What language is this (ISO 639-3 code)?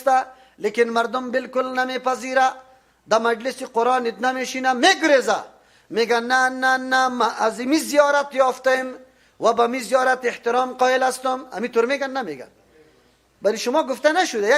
fas